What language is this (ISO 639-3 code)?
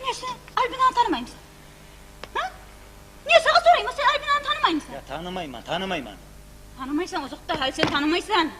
kum